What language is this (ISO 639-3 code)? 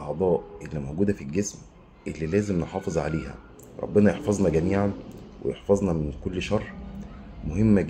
arz